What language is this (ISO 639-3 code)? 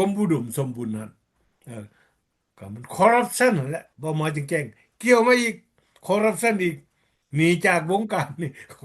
lao